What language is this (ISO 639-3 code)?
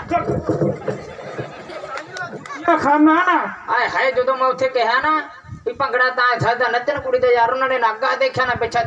pan